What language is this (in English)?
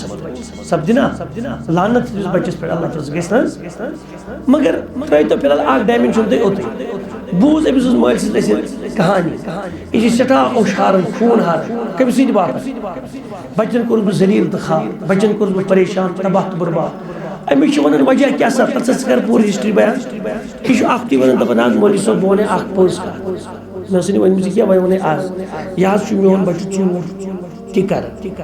Kashmiri